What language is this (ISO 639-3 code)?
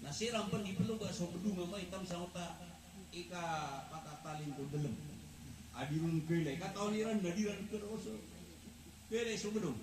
mrw